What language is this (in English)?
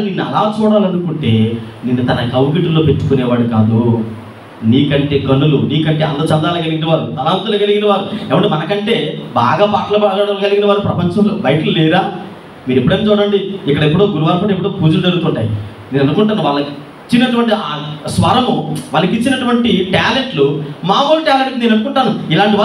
Telugu